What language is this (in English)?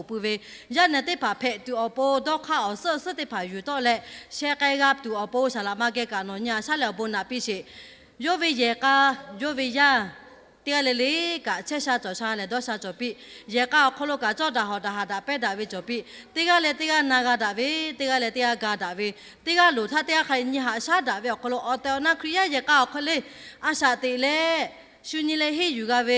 Lahu